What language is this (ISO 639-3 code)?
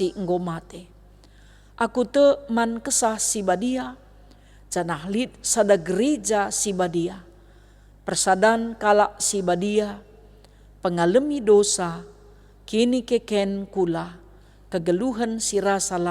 btx